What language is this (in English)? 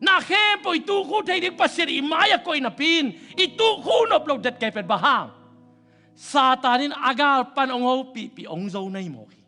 Tedim Chin